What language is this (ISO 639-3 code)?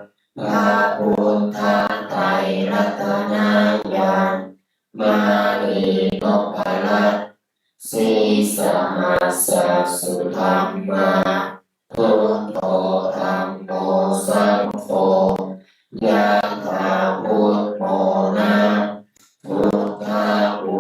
pli